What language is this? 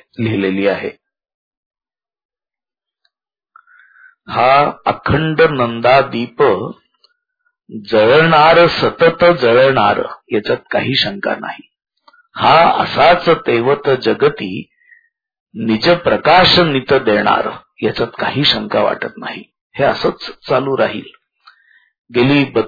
Marathi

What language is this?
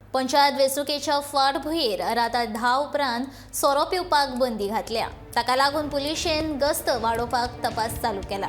Konkani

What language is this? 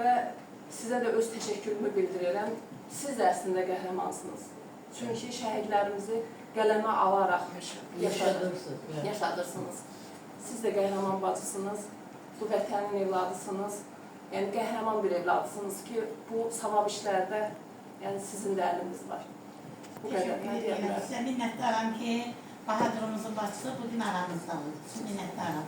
Azerbaijani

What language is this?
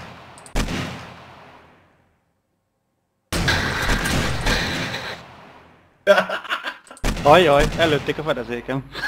Hungarian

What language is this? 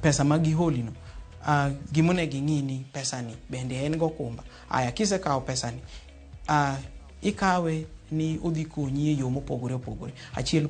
Luo (Kenya and Tanzania)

